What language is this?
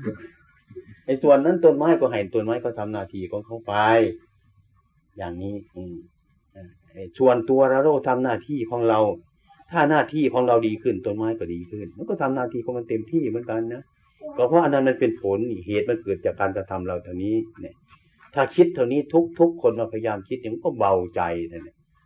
Thai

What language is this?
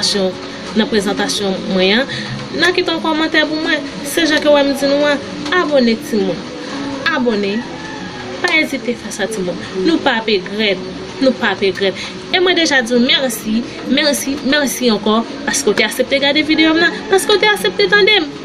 Haitian Creole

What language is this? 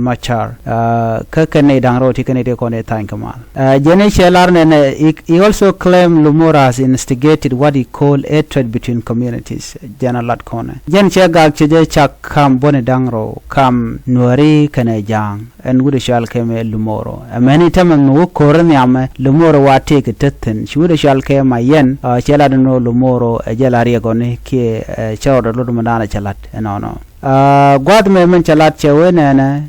Nuer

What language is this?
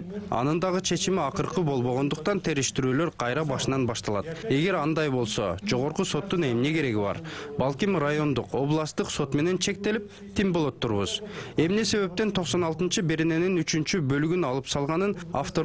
Kyrgyz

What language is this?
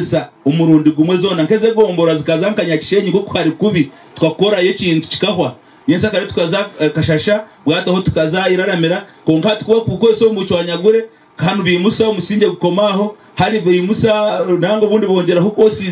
Nyankole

